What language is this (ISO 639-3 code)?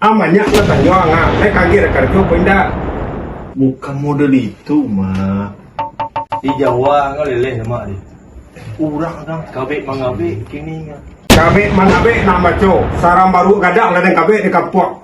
min